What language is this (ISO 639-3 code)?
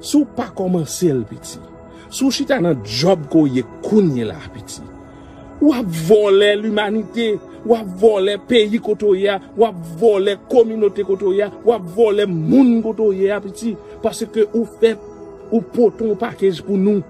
hat